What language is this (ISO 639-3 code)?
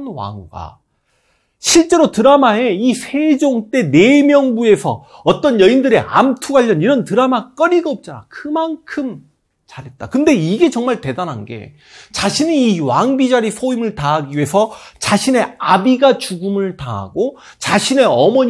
kor